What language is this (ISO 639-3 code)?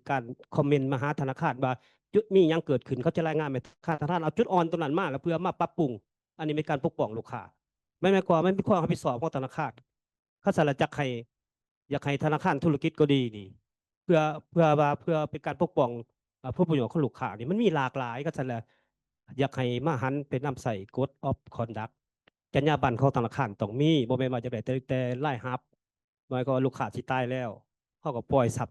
lao